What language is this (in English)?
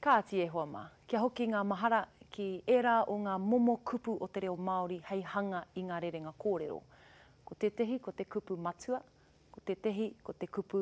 Māori